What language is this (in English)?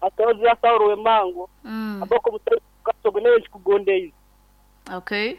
Nyankole